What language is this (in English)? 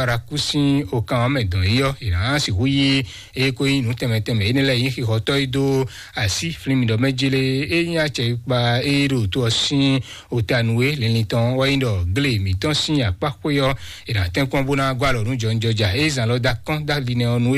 Fon